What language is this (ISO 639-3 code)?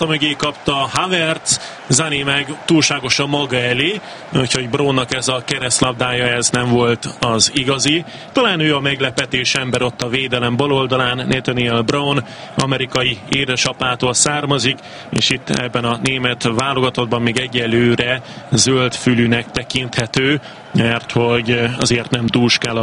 hun